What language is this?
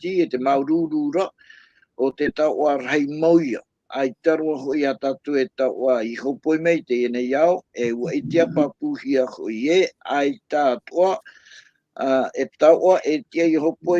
Tahitian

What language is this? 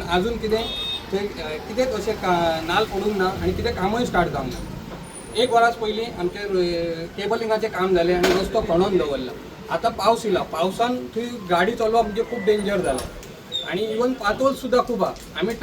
Konkani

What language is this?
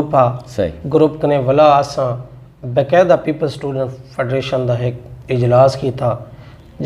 Saraiki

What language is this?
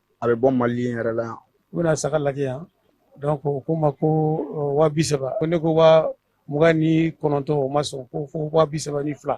Bambara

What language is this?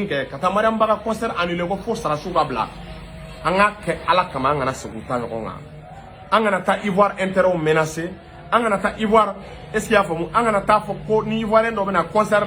Bambara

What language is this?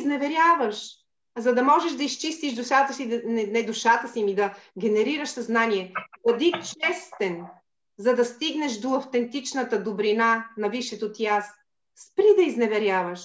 Bulgarian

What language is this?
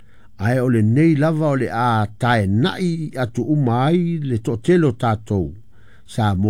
Samoan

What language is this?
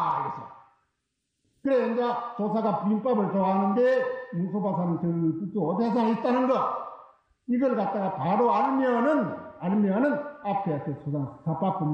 Korean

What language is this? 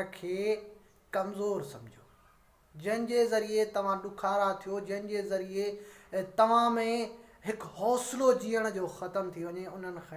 Sindhi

